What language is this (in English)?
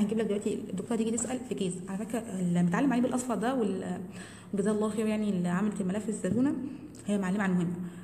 Egyptian Arabic